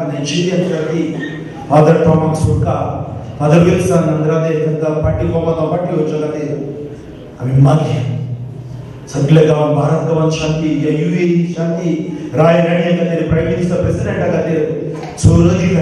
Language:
Konkani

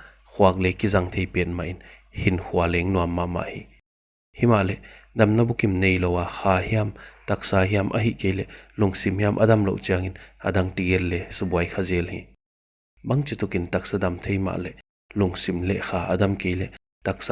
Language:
Paite Chin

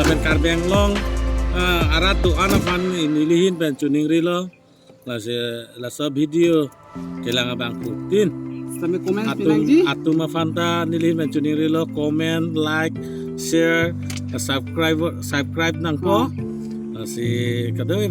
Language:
Karbi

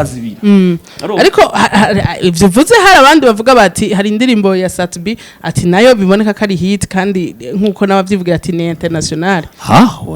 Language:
Rundi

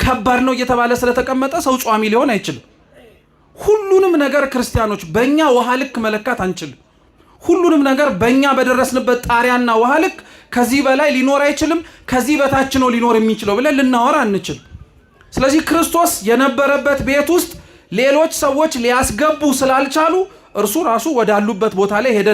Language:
Amharic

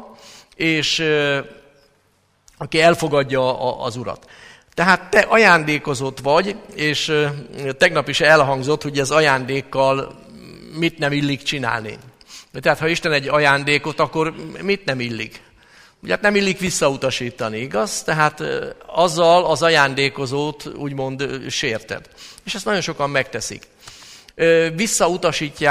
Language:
Hungarian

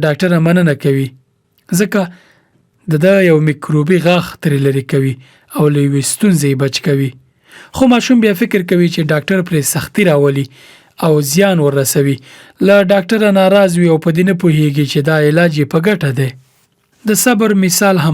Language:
Pashto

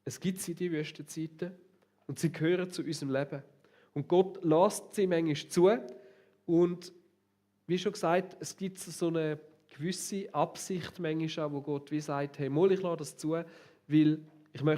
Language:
Swiss German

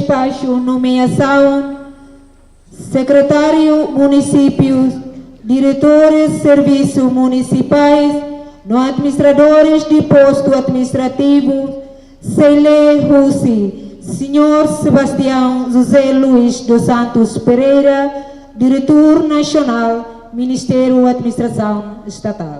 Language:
Tetum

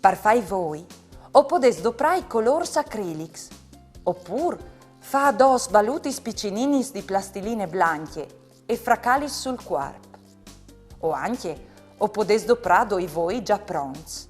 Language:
Friulian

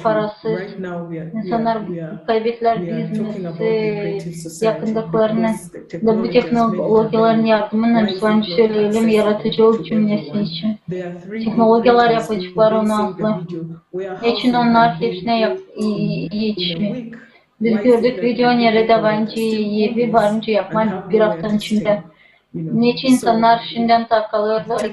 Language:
Gagauz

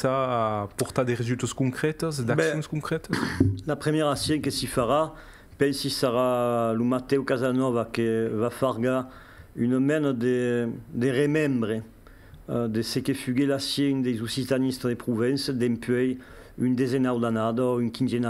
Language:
Occitan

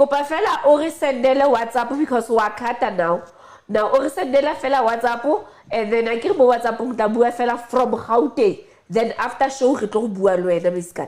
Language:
Southern Sotho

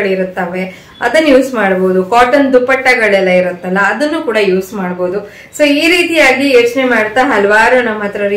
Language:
Kannada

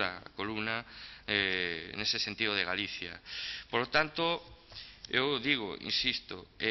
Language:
Galician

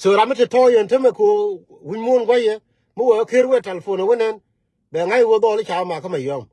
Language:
Nuer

